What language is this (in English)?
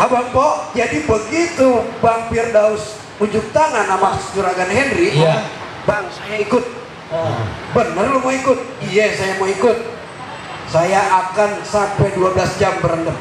Betawi